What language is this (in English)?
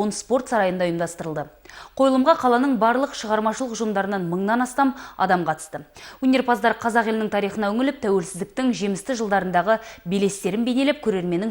Kazakh